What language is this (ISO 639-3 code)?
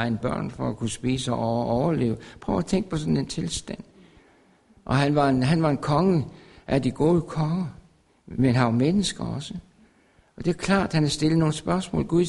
dan